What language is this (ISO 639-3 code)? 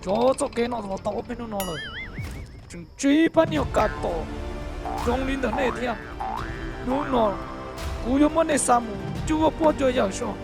hmn